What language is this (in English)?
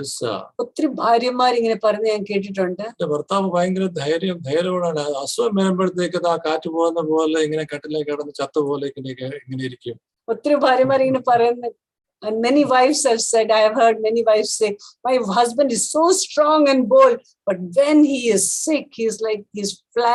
Malayalam